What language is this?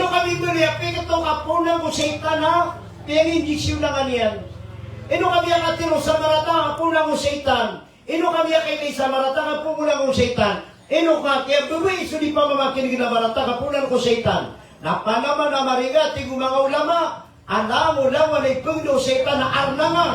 Maranao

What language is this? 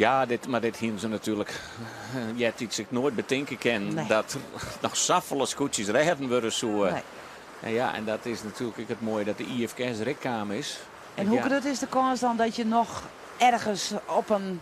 Western Frisian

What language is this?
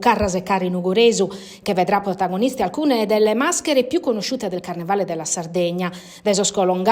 Sardinian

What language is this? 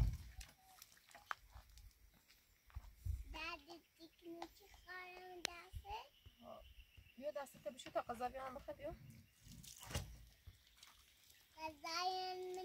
Persian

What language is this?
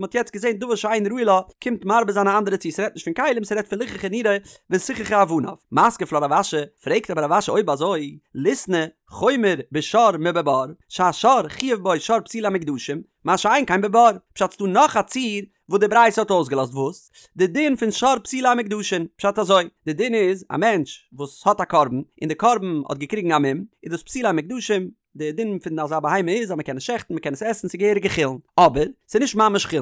Yiddish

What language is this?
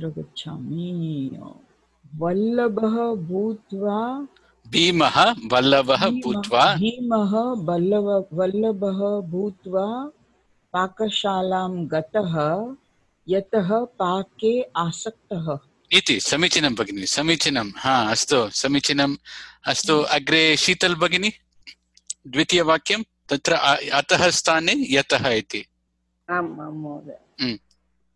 Sanskrit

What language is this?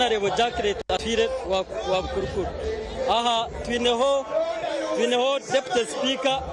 Nyankole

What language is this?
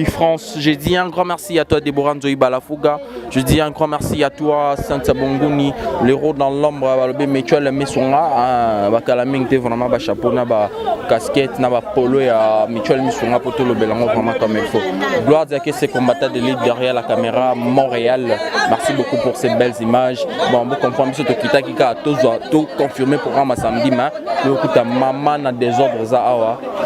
Lingala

